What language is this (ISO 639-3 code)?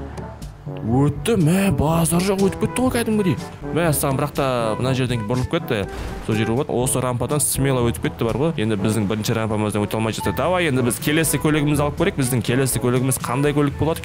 kaz